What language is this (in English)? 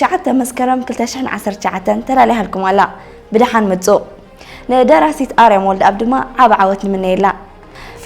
Tigrinya